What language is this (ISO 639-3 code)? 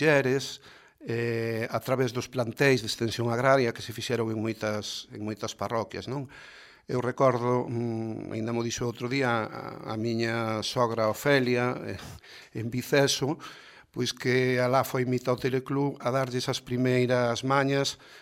glg